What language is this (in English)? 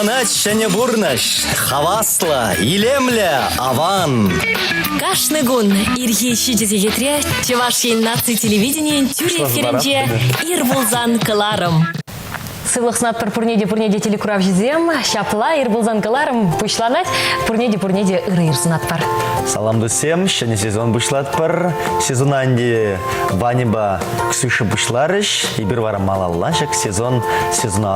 Chuvash